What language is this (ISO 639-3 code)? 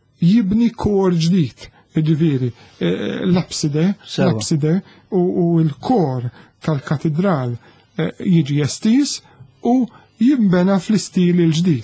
mlt